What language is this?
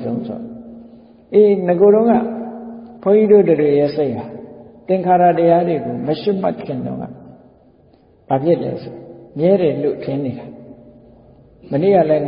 Burmese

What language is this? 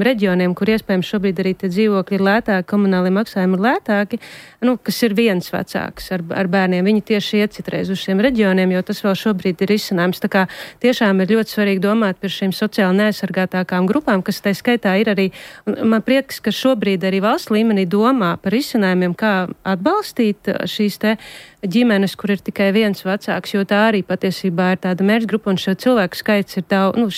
Latvian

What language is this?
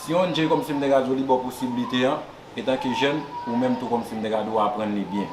Haitian Creole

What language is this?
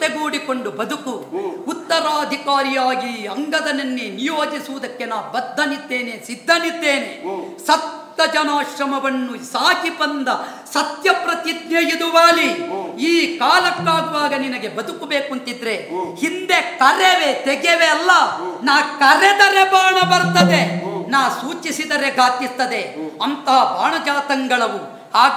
Kannada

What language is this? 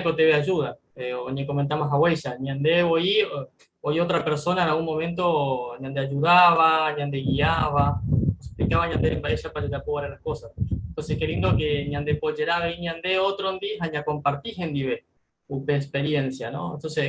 Guarani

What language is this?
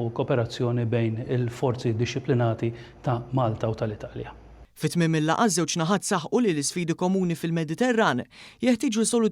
Maltese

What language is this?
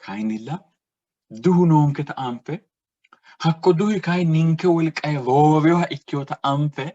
Sidamo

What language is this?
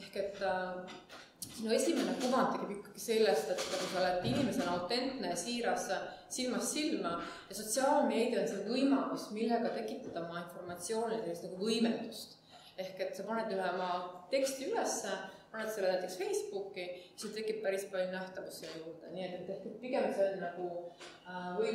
Estonian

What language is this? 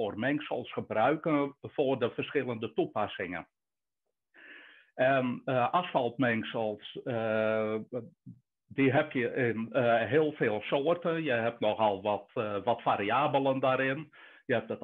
Dutch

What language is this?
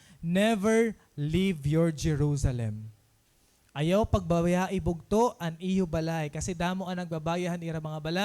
Waray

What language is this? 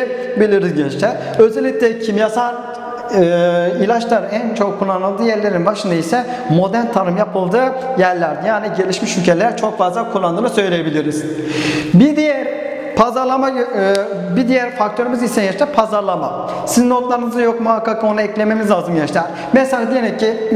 Turkish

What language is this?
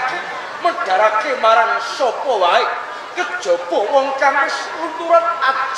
Javanese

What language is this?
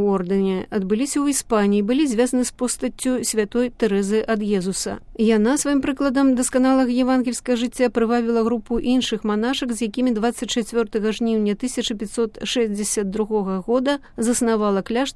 Belarusian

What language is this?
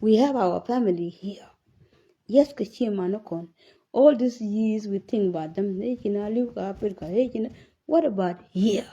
Nuer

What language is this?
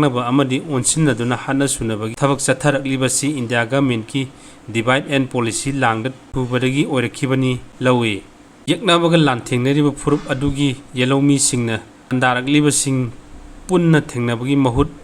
Manipuri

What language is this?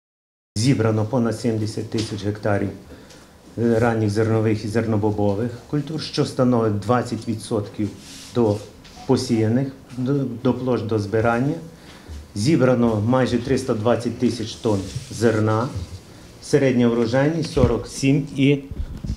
Ukrainian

